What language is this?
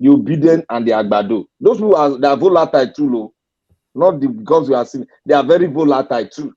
Nigerian Pidgin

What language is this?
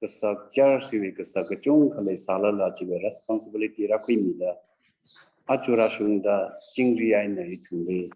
Tangkhul Naga (India)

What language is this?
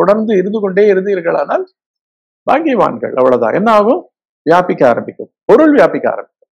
Tamil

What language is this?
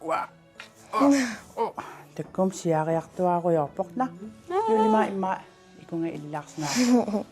Kalaallisut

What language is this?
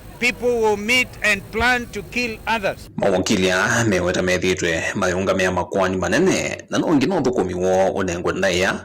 Kamba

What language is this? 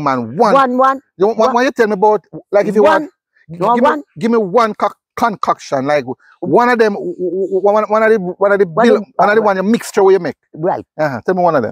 Jamaican Creole English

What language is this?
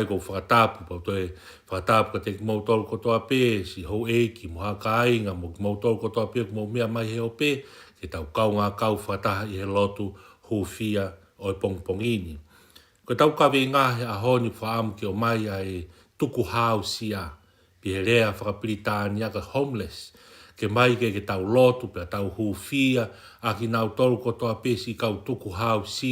Tongan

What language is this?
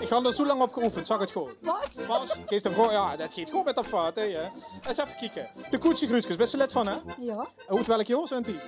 Limburgish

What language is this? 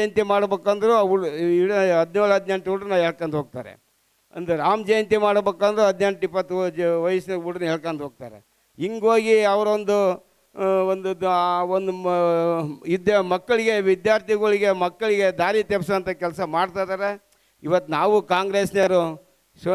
Kannada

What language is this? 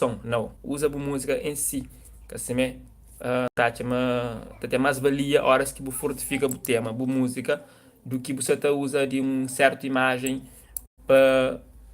Kabuverdianu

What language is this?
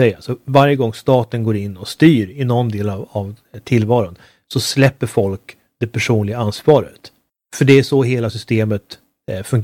Swedish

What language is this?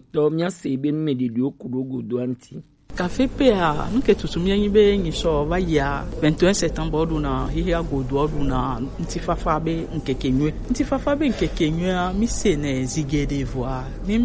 Gen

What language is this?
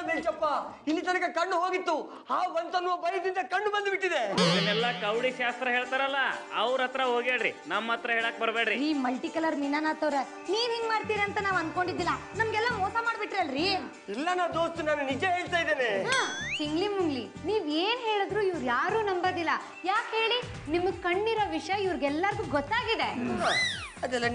Kannada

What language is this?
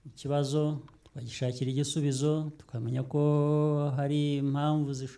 Kinyarwanda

